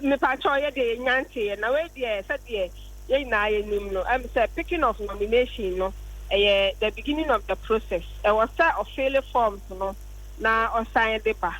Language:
Akan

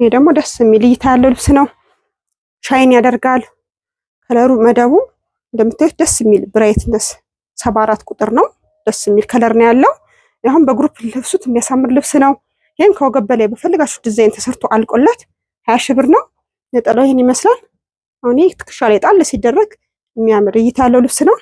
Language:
Amharic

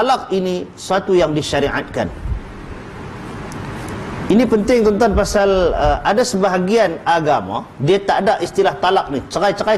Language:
Malay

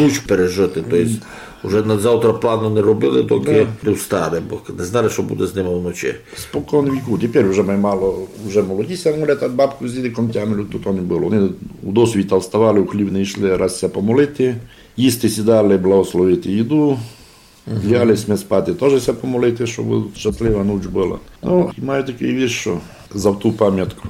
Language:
Rusyn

